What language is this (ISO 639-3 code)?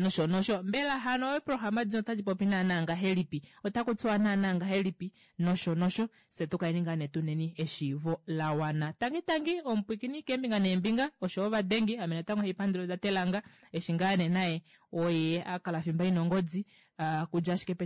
kua